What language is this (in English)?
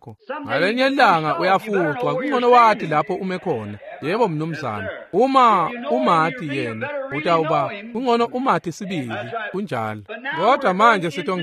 Swati